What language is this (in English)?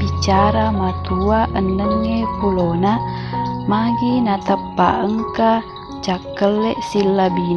Buginese